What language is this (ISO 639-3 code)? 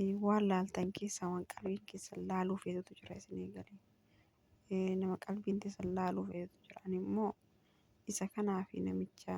orm